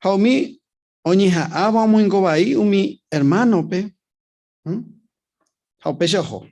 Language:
Guarani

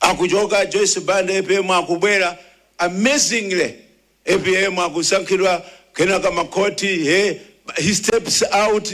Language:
Nyanja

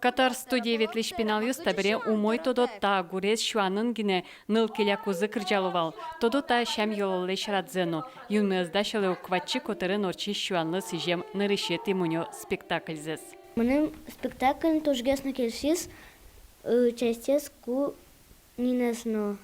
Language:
Udmurt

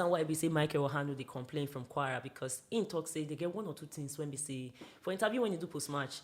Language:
Nigerian Pidgin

